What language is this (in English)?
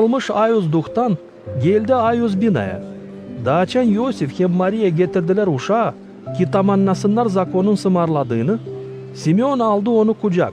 Gagauz